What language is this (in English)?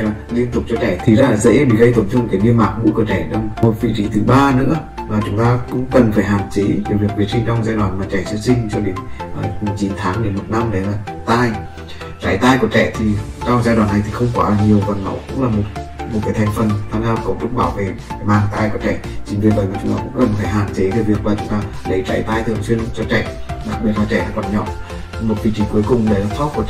Vietnamese